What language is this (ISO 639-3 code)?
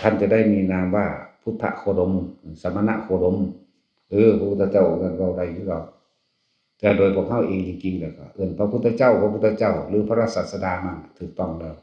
tts